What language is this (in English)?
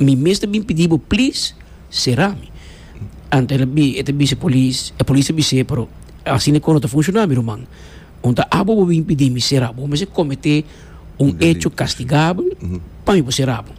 Papiamento